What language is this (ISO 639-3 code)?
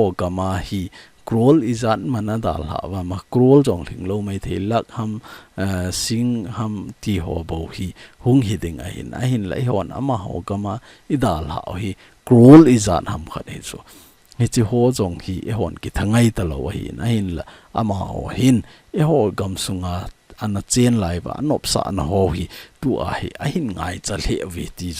tcz